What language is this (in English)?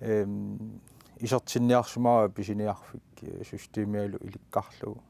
Kalaallisut